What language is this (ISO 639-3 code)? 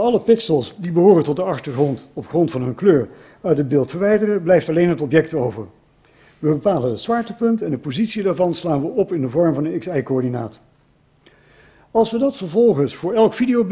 nld